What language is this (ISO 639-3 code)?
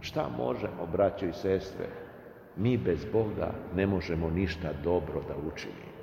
srp